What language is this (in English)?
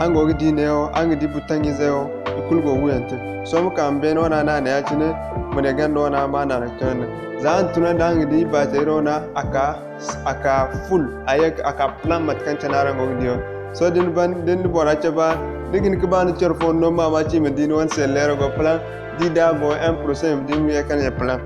Zarma